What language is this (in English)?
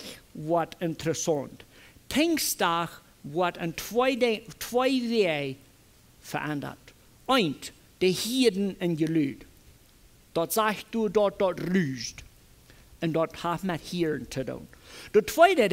Plautdietsch